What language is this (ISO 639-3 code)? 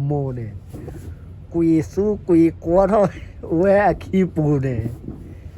ksw